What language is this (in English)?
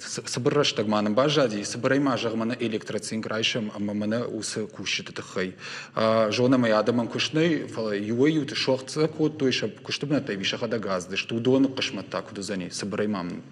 Ossetic